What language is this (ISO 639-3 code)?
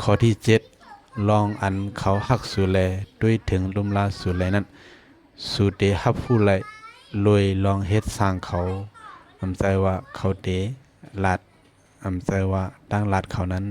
shn